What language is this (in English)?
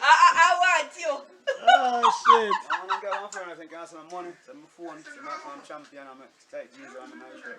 Jamaican Creole English